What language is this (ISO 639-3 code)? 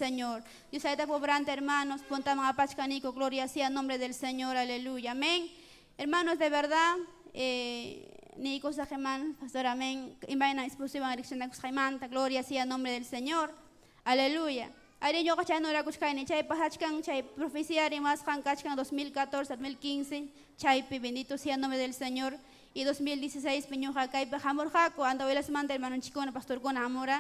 quy